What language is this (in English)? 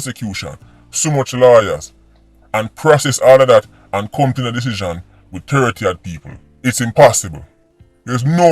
Jamaican Creole English